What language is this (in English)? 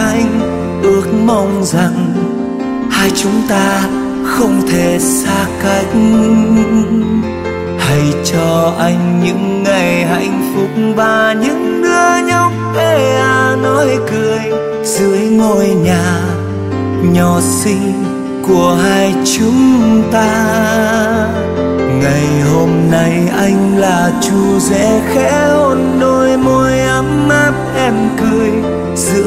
Vietnamese